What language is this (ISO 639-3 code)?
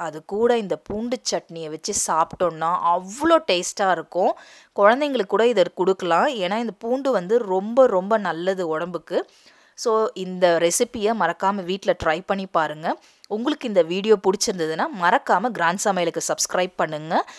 tam